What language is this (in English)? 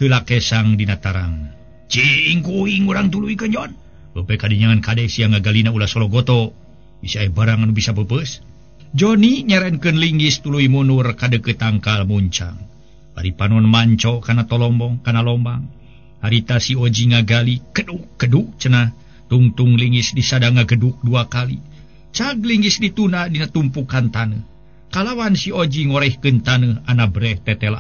Sundanese